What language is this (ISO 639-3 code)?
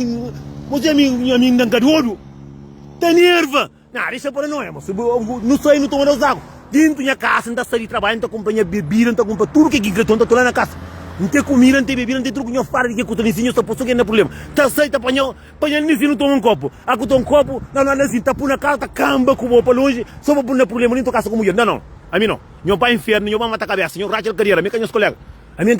kea